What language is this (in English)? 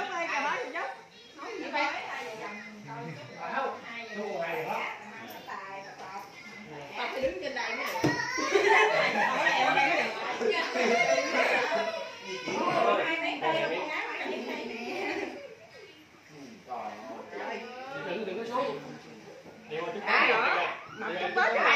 Vietnamese